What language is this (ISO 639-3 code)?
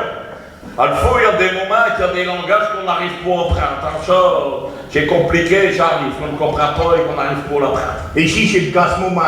pcd